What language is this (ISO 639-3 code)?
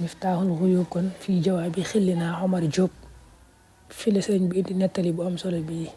wol